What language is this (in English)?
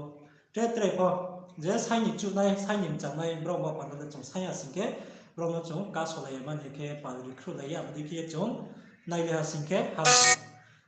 Riang (India)